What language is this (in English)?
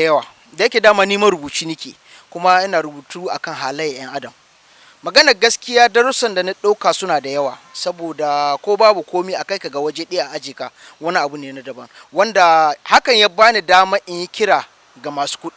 Hausa